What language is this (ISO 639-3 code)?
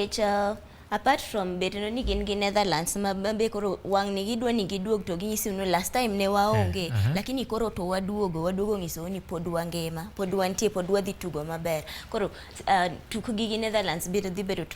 luo